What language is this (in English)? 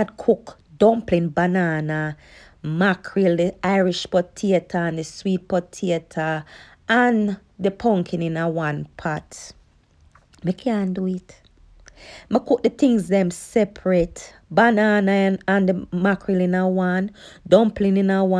Jamaican Creole English